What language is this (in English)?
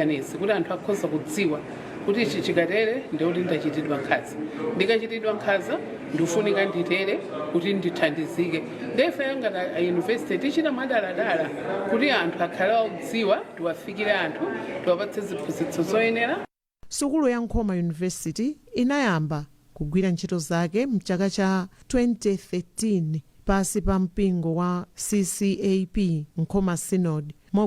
Nyanja